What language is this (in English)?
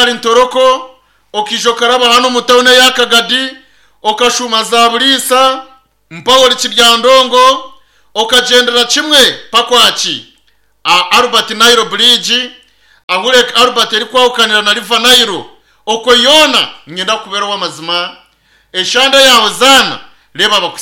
Nyankole